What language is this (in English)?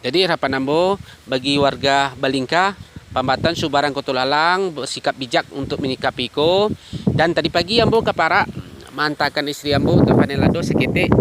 Minangkabau